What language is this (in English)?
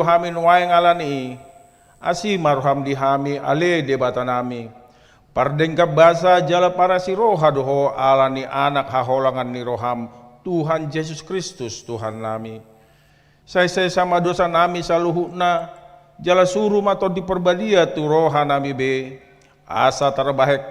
Batak Toba